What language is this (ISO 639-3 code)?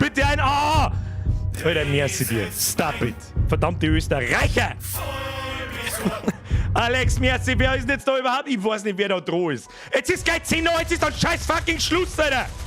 bar